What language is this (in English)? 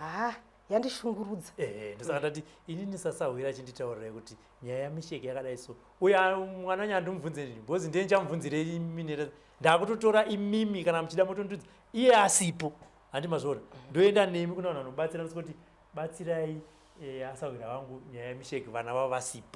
Shona